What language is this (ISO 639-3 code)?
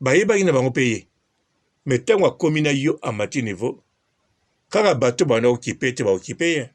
lin